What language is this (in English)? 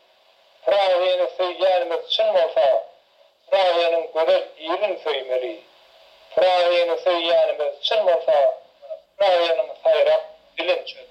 Turkmen